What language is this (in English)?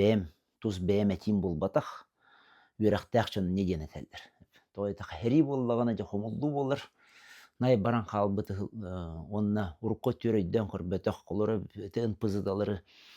Yakut